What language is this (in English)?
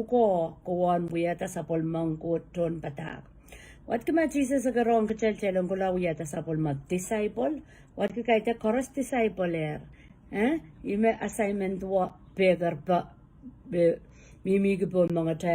Pohnpeian